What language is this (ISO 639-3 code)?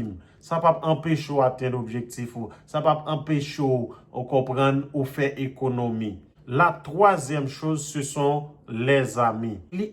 hat